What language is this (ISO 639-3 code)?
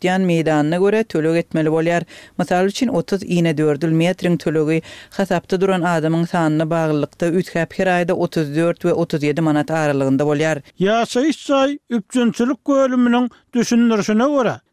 tuk